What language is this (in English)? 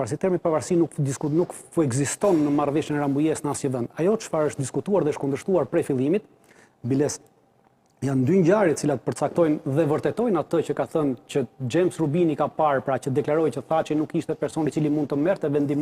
Albanian